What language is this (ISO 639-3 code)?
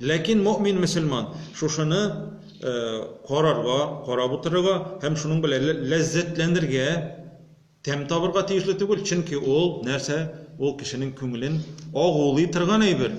tat